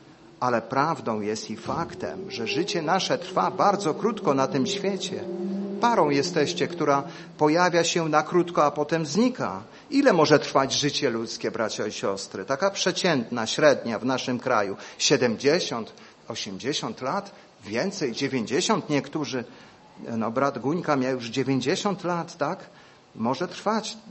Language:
Polish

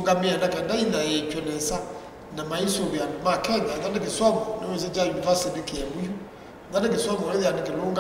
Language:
Kamba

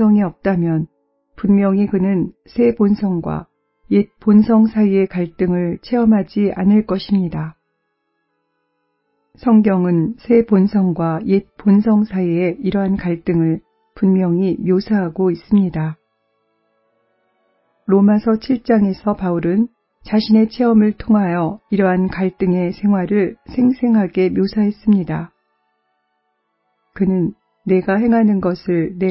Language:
Korean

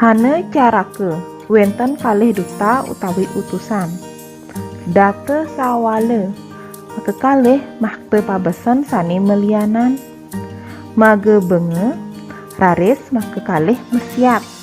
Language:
Balinese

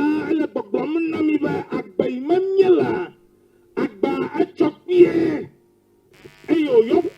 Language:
Ewe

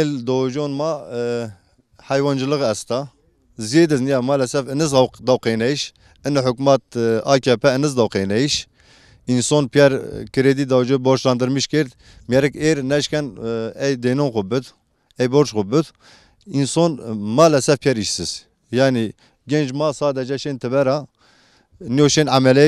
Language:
Zaza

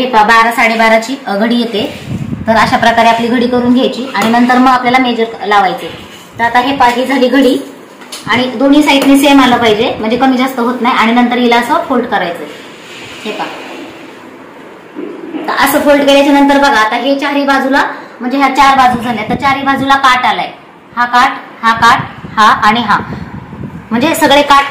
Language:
Marathi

